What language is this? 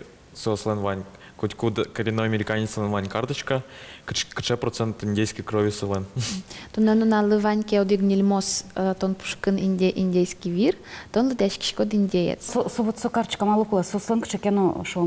Udmurt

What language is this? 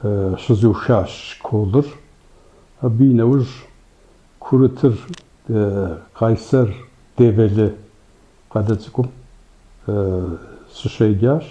Kabardian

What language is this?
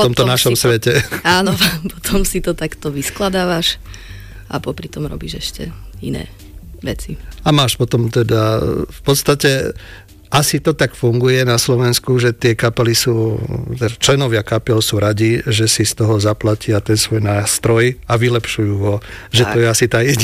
Slovak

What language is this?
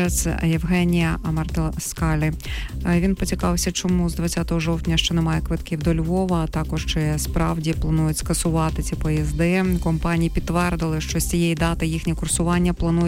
Ukrainian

